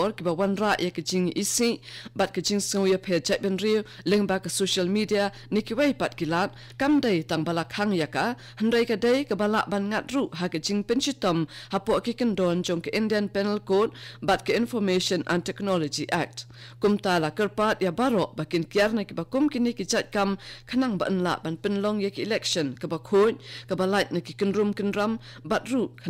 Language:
Khasi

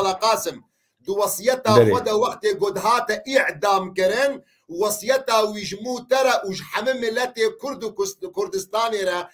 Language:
Kurdish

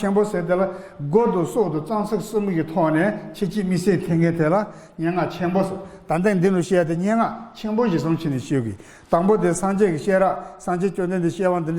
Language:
Tibetan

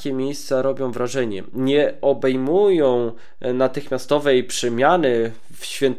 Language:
Polish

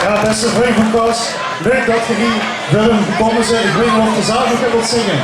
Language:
Limburgish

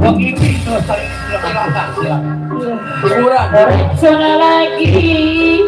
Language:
Betawi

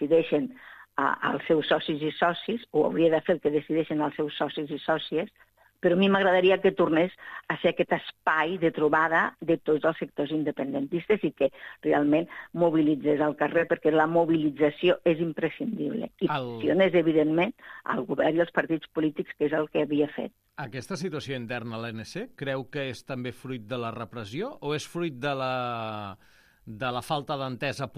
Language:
Catalan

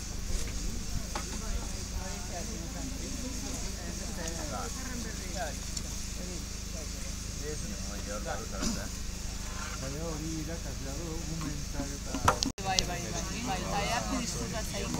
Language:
Basque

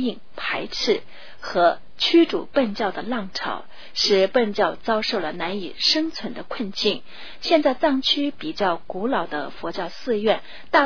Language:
Chinese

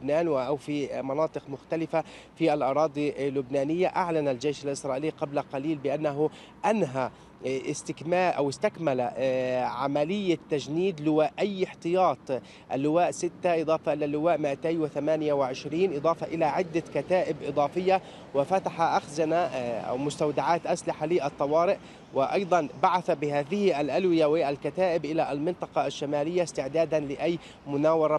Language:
Arabic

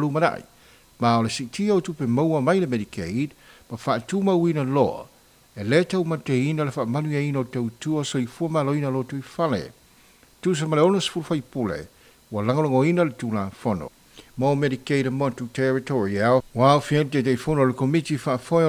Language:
Samoan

